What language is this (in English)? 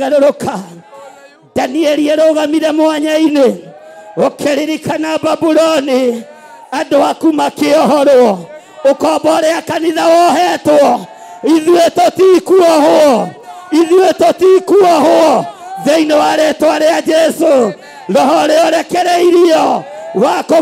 Kikuyu